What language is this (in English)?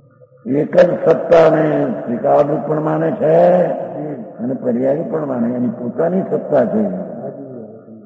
Gujarati